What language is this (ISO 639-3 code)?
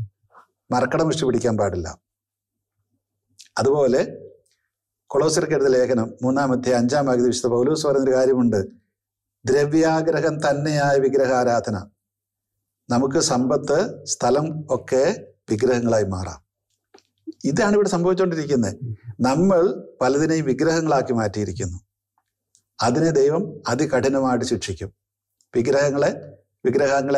mal